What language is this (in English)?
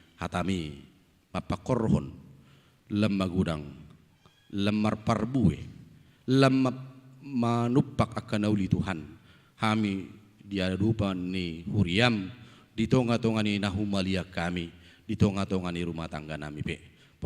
Batak Toba